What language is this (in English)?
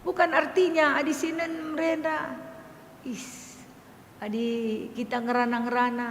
Batak Karo